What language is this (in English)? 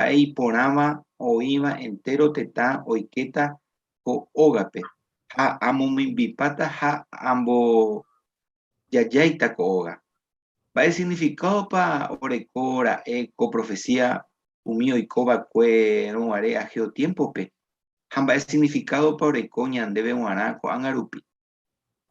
Guarani